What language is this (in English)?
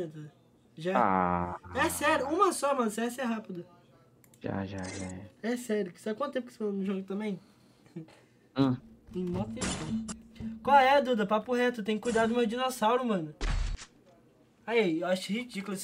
Portuguese